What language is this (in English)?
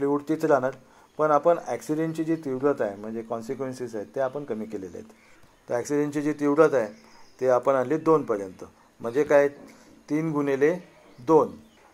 Marathi